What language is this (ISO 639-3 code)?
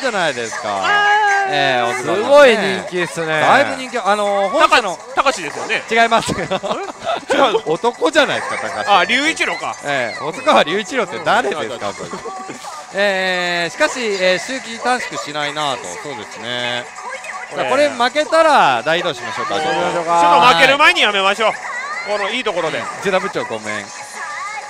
jpn